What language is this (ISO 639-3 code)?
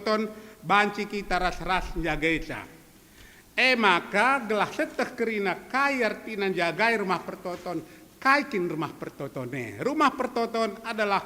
btx